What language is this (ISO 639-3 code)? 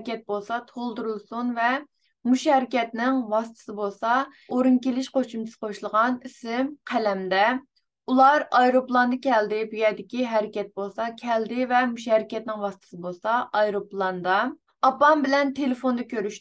uig